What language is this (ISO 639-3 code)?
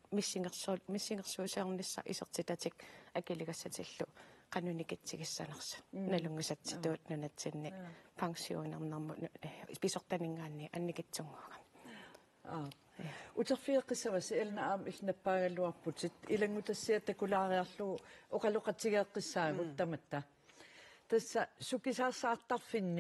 kal